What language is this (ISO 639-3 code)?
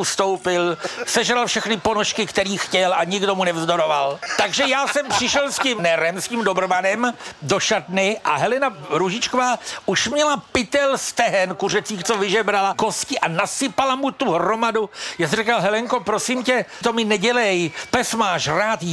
ces